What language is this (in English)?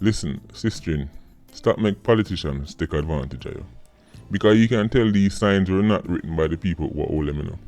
Jamaican Creole English